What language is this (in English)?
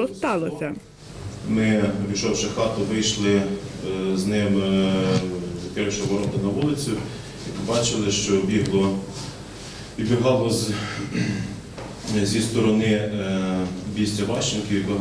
Ukrainian